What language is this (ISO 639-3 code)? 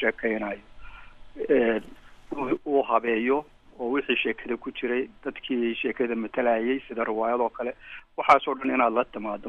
som